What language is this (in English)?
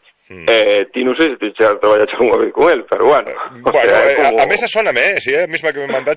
Galician